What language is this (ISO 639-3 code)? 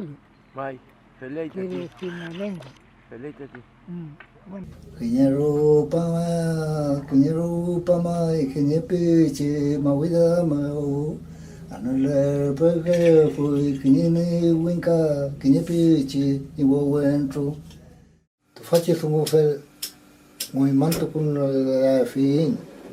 arn